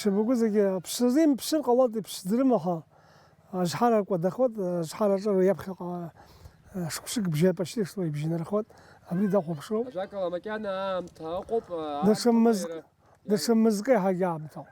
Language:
Abkhazian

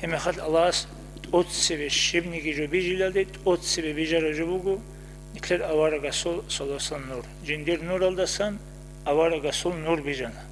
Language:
Avaric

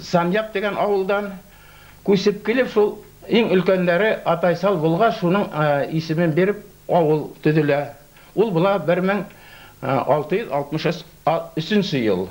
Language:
Bashkir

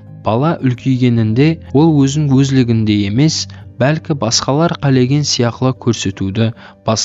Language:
Kara-Kalpak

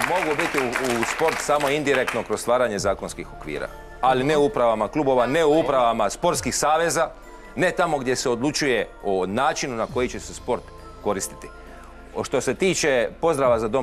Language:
Croatian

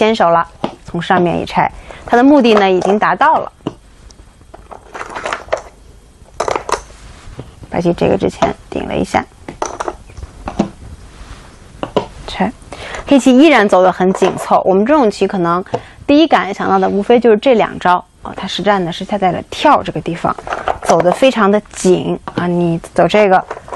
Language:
Chinese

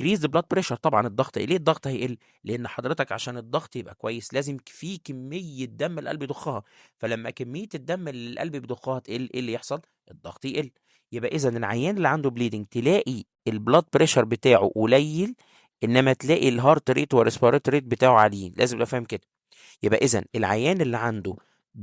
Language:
Egyptian Arabic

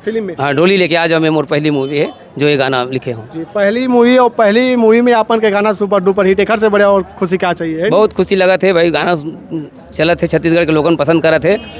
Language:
Chhattisgarhi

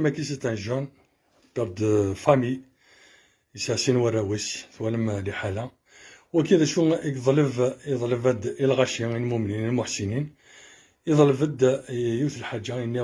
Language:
Kabyle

